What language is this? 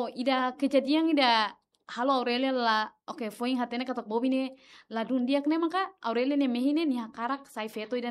Tetum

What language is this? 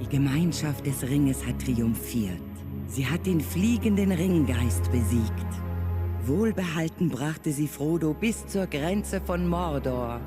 Bavarian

